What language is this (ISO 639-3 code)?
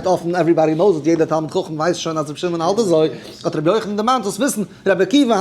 yid